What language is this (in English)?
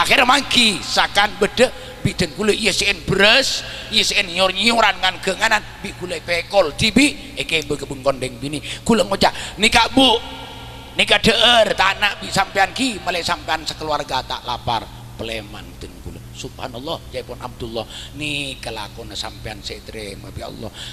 Madurese